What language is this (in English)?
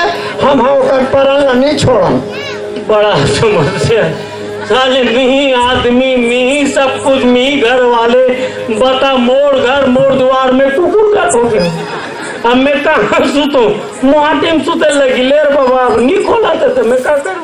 Chhattisgarhi